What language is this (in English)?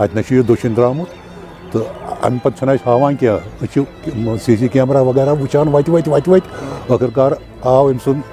Kashmiri